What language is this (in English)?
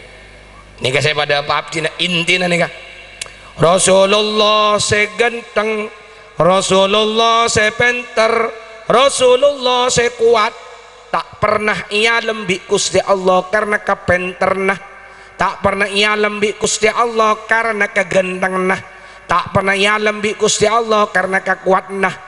Madurese